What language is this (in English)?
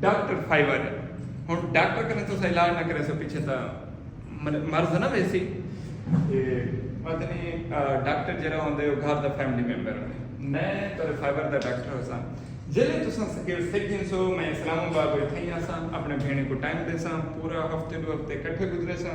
Saraiki